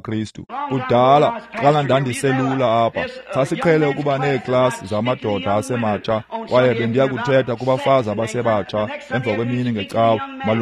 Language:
Xhosa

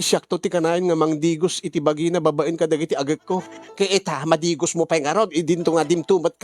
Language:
Iloko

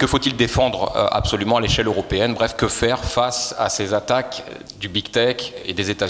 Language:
French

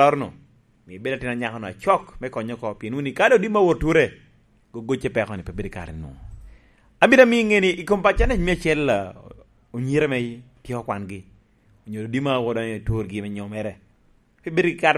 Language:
Lango (Uganda)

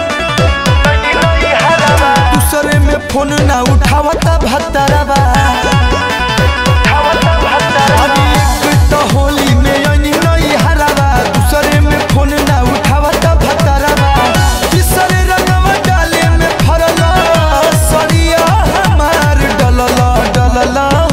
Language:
Bhojpuri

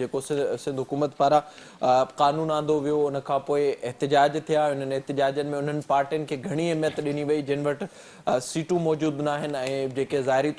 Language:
Sindhi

